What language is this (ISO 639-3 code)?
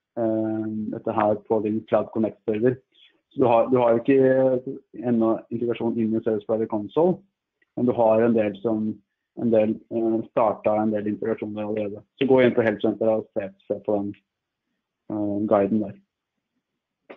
nor